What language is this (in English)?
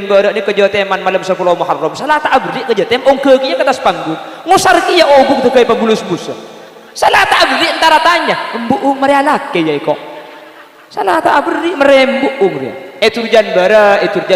Madurese